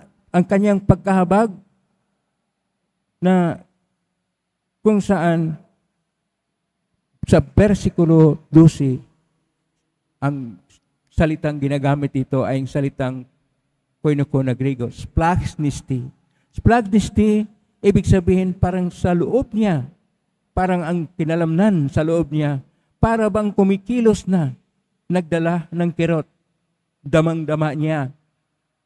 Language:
Filipino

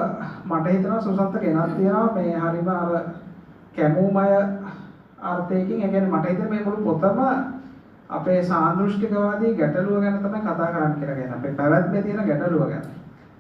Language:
Sinhala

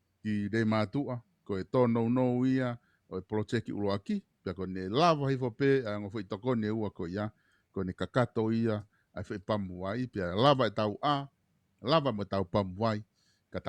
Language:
Tongan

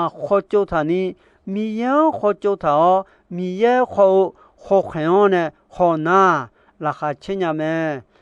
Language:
Akha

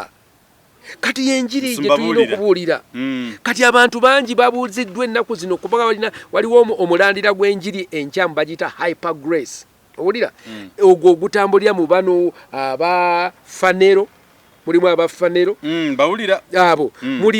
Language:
Ganda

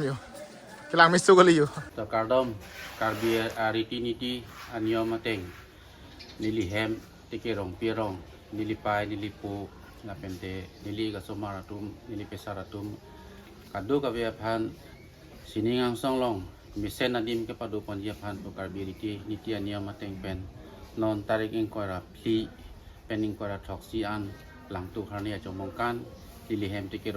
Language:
Karbi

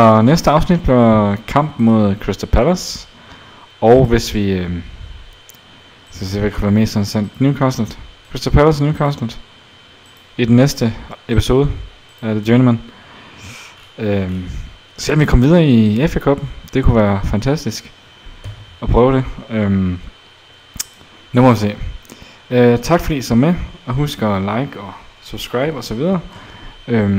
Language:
Danish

